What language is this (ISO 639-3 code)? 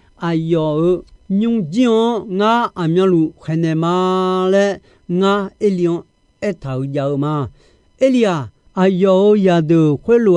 ahk